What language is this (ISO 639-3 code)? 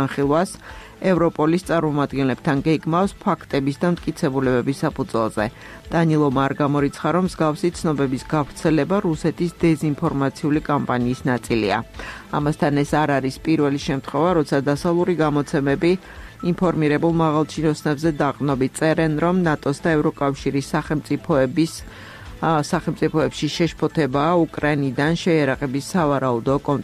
kat